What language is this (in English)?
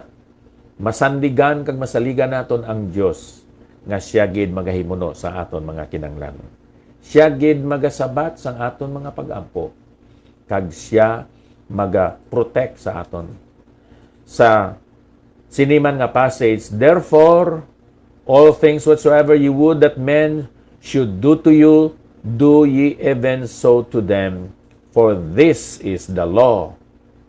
Hiligaynon